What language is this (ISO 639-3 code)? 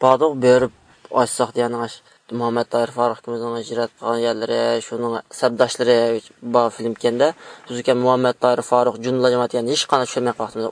uig